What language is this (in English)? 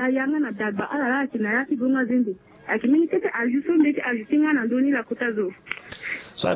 Sango